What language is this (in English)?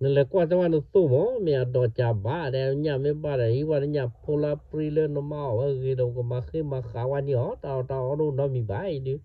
S'gaw Karen